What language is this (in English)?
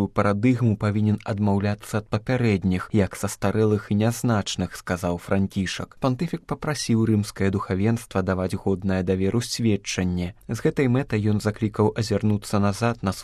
Belarusian